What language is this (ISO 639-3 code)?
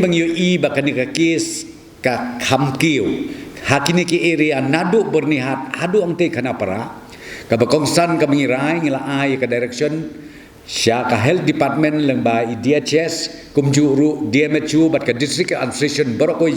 kha